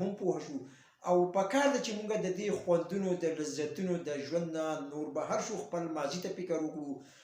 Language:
Pashto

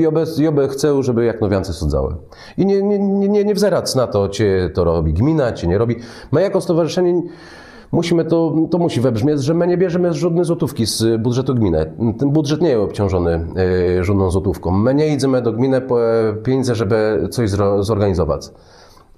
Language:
Kashubian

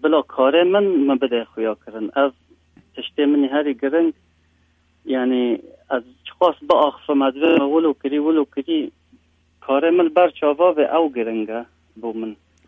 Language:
Kurdish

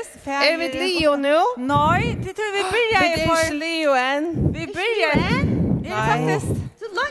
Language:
Faroese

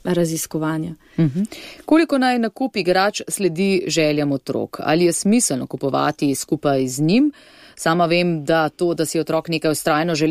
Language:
Slovenian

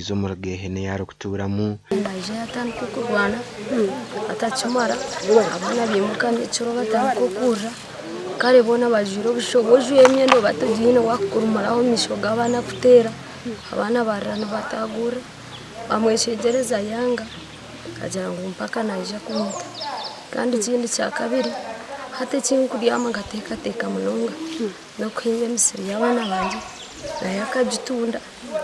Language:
Nyankole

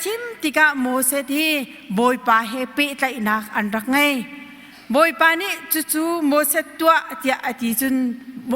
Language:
Hakha Chin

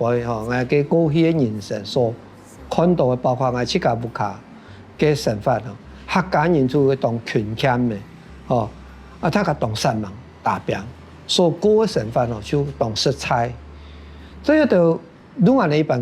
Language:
Hakka Chinese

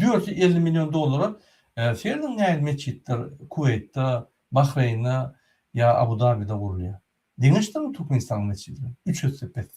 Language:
Turkmen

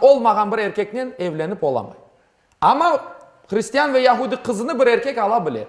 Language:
Crimean Tatar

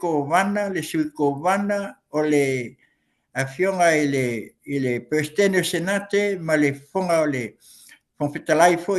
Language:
Samoan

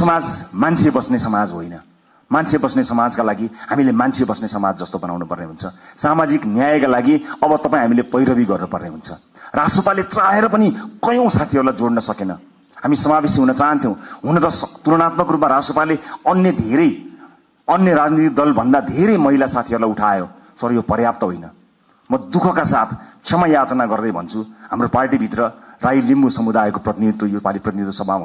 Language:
Nepali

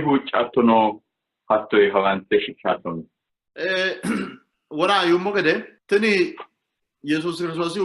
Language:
Sidamo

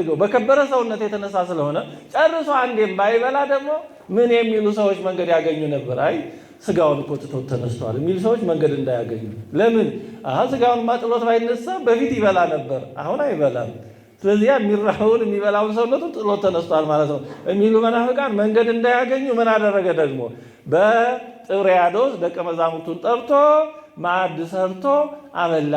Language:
Amharic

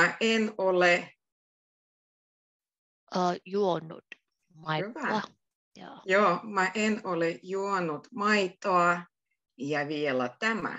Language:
Finnish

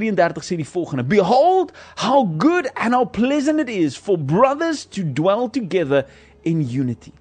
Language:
Afrikaans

